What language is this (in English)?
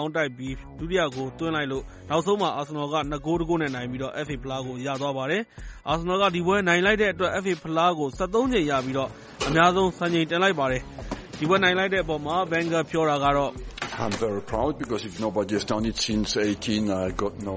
Burmese